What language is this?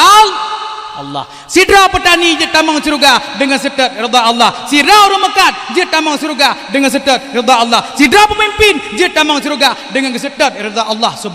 Achinese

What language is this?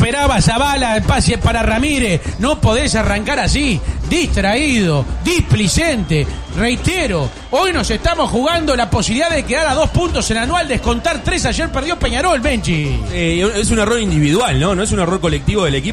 Spanish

